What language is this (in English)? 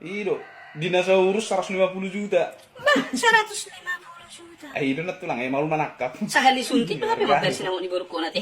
Batak Toba